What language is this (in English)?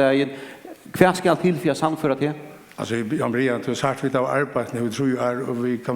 Faroese